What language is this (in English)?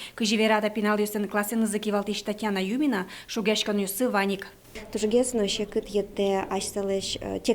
Udmurt